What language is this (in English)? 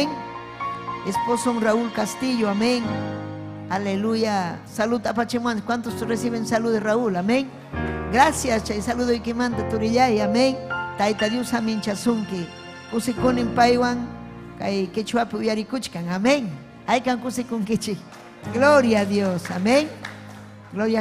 Ayacucho Quechua